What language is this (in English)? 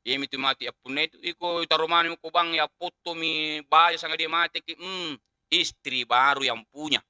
Buginese